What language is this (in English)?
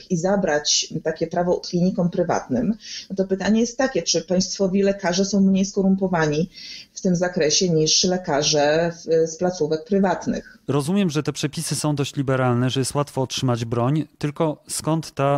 Polish